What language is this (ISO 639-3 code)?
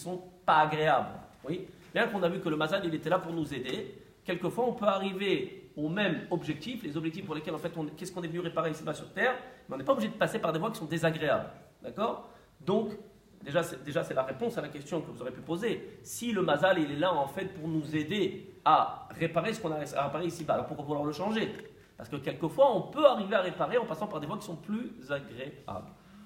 fra